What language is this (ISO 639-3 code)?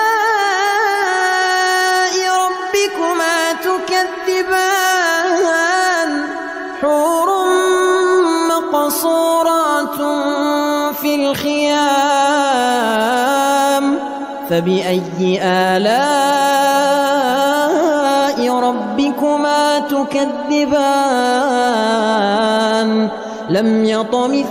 ara